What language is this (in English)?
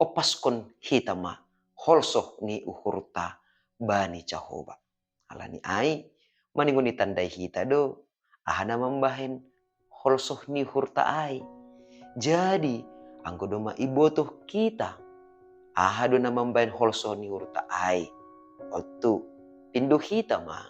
Batak Simalungun